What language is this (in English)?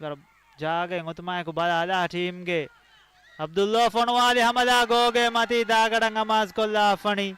Divehi